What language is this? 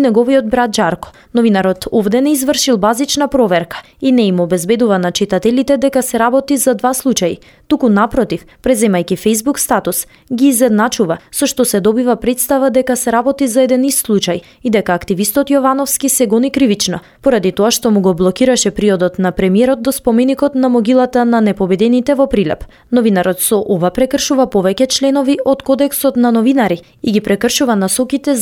Macedonian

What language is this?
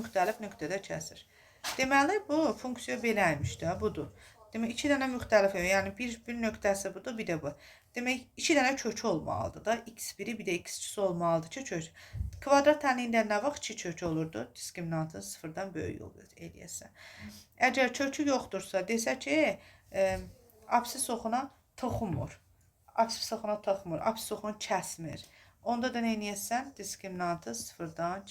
Azerbaijani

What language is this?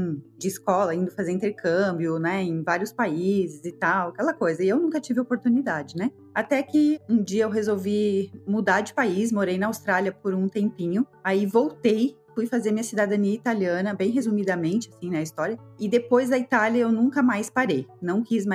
Portuguese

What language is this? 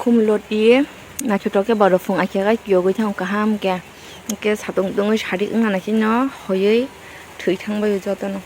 Kok Borok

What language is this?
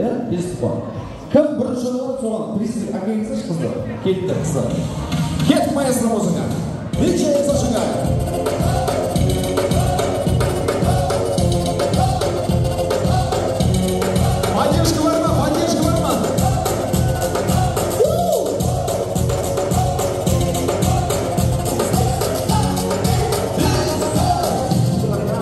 Kazakh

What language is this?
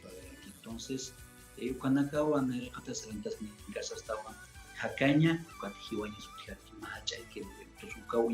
Aymara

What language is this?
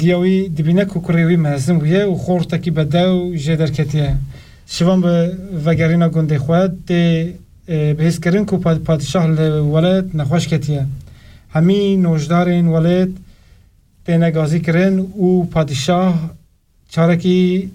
Kurdish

